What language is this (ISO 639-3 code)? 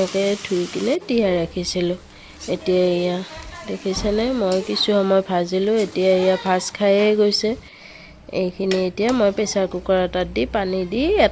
asm